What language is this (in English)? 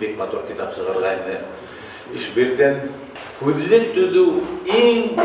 Bashkir